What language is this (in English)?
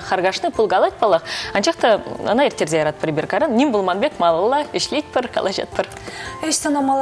Chuvash